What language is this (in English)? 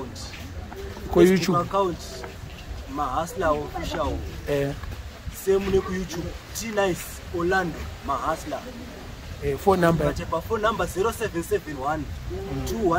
Shona